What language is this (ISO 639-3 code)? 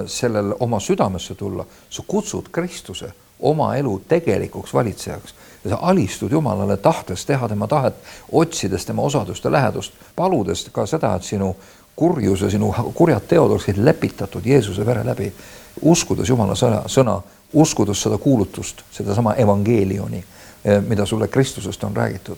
est